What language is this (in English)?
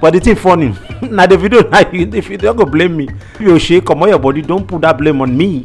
Nigerian Pidgin